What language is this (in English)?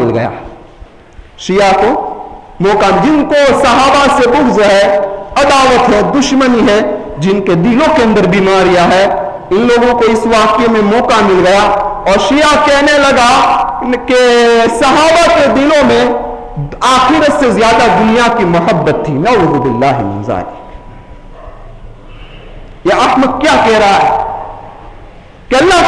Urdu